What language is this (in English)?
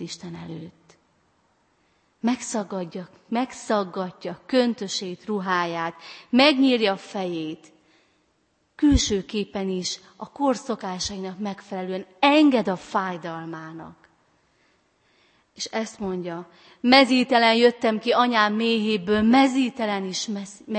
Hungarian